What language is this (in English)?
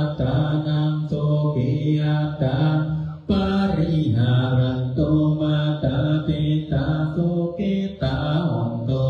Pali